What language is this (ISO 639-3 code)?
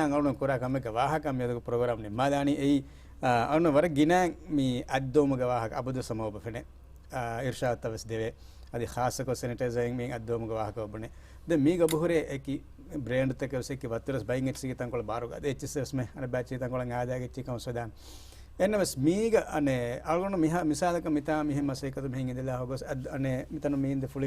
div